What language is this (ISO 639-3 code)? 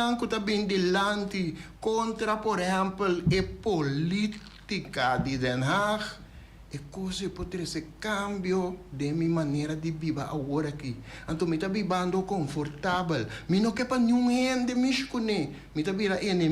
pap